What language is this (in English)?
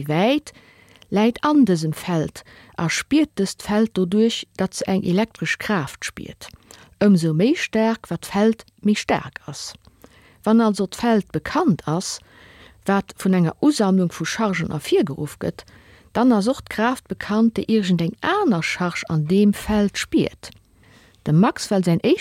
Luxembourgish